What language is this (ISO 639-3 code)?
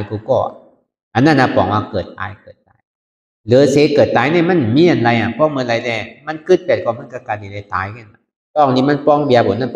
shn